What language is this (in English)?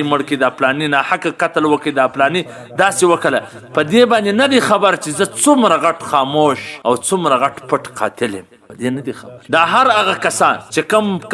Pashto